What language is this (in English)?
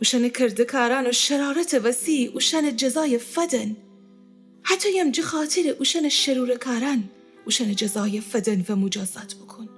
Gilaki